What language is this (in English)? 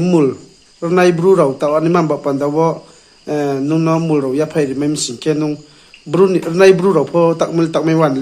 Riang (India)